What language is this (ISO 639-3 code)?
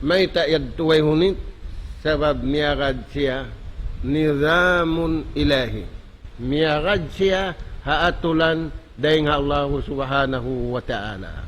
tsg